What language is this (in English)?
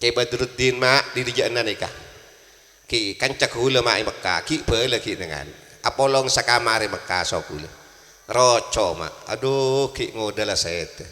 Madurese